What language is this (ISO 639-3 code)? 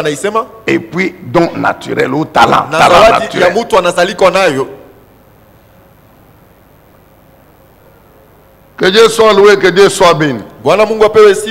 swa